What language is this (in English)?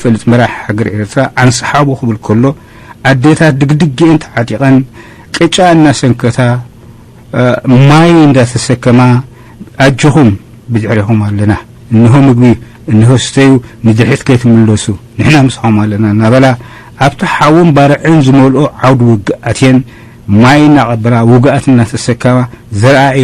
Tigrinya